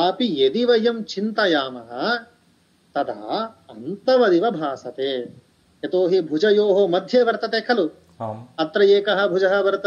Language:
Sanskrit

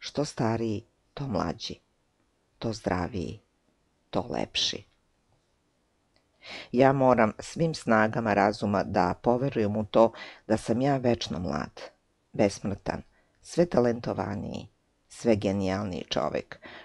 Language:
Serbian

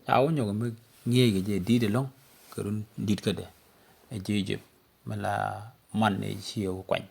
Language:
Nuer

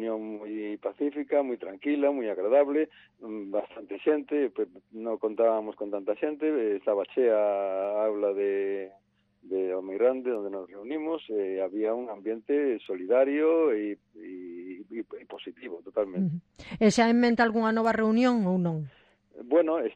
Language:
Galician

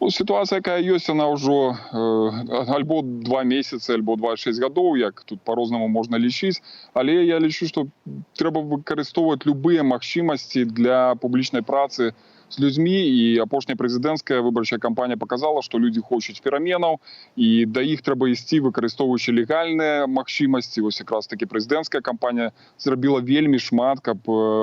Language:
Belarusian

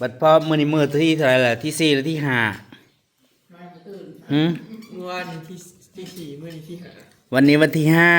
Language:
Northeastern Thai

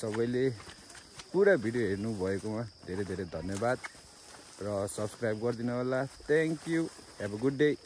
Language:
Nepali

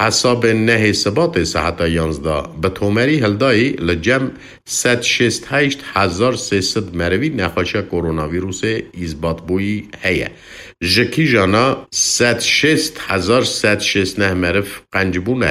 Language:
Kurdish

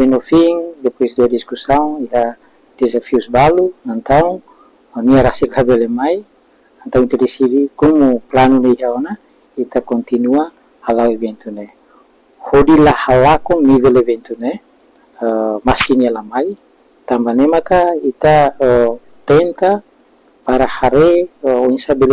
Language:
Tetum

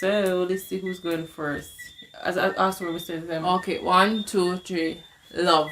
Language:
Jamaican Creole English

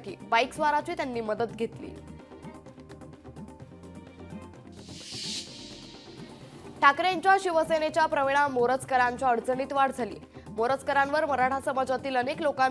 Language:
Marathi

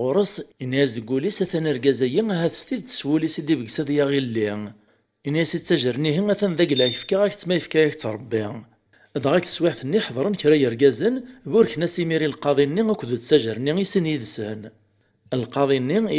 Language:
Kabyle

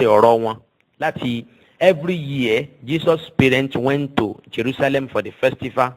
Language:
Yoruba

